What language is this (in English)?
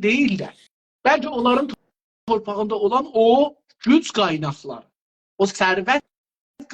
South Azerbaijani